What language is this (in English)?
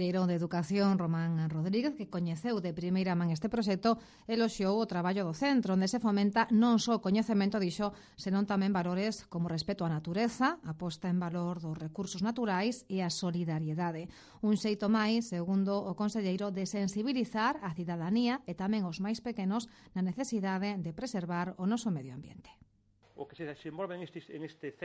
Galician